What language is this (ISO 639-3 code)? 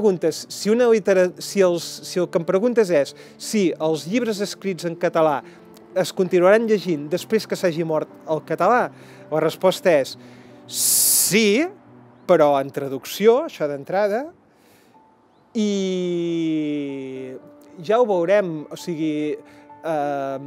cat